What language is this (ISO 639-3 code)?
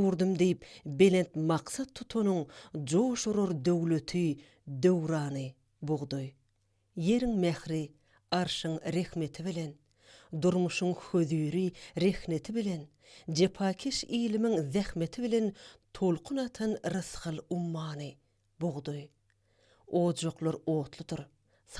tuk